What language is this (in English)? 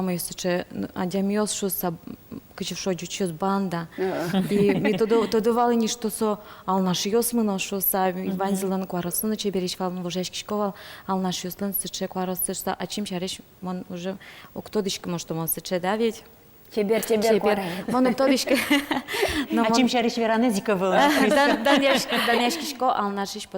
Udmurt